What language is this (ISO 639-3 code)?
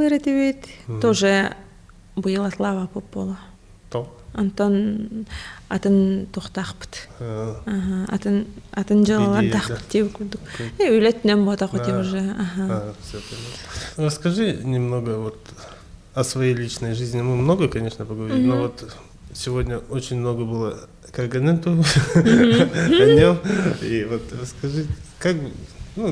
sah